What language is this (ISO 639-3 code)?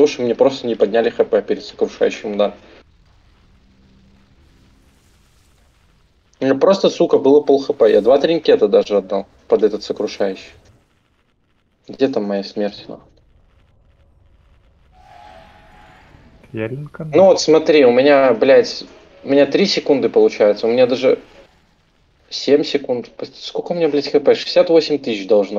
rus